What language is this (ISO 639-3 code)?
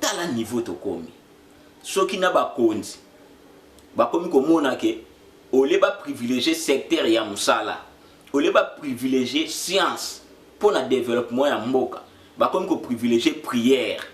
lin